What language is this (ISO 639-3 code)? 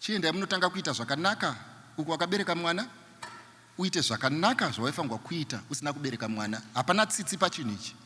sna